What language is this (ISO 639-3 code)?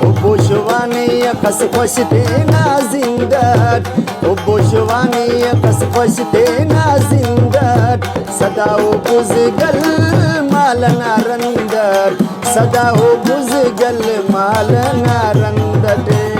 brh